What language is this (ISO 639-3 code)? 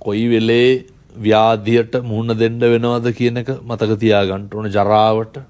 sin